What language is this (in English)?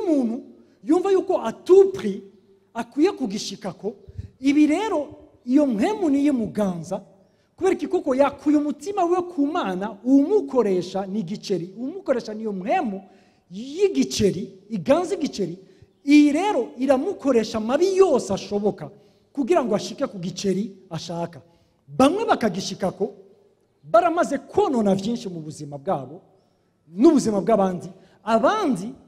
Rundi